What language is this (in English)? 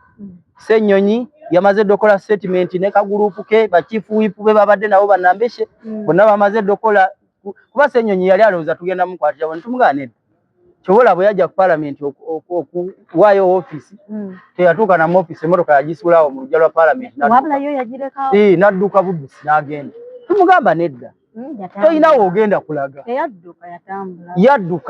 Ganda